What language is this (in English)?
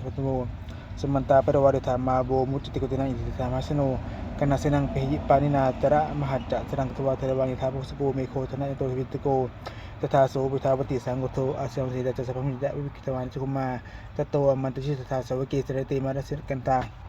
Pali